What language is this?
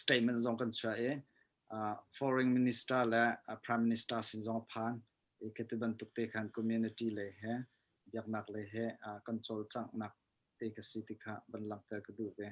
Hakha Chin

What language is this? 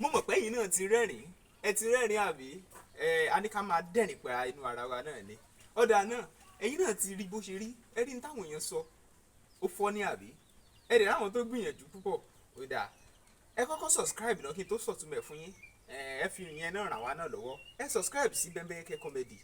Yoruba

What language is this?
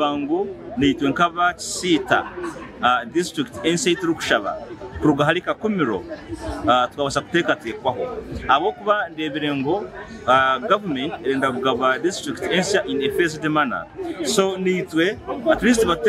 Nyankole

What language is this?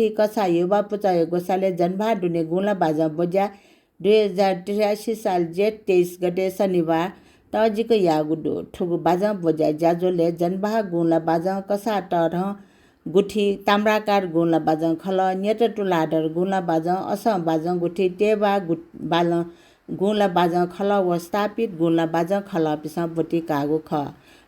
Newari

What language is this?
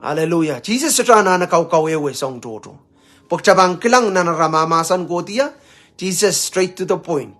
Pohnpeian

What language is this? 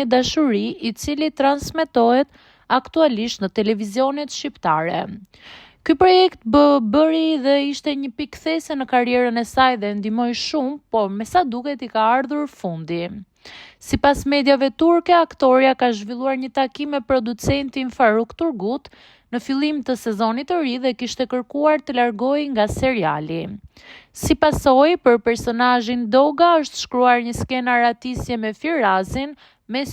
Albanian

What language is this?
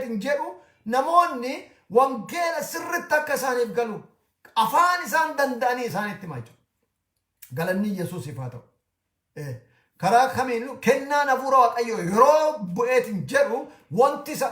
Oromo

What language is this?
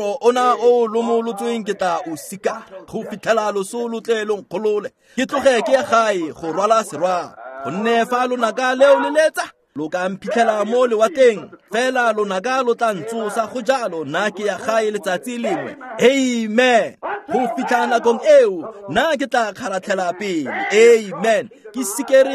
Tswana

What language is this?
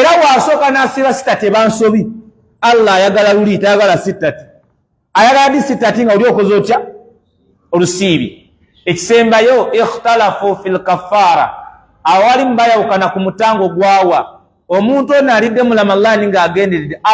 Ganda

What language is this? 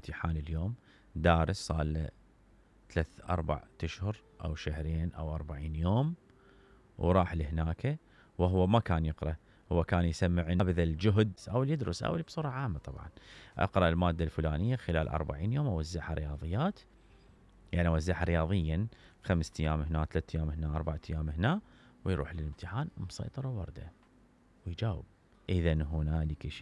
Mesopotamian Arabic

